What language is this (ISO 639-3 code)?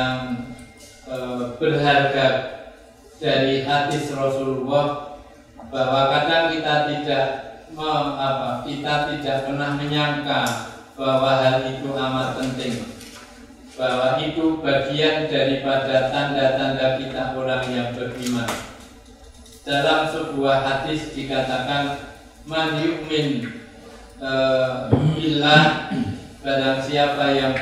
ind